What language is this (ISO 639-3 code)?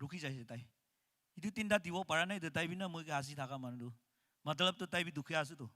nag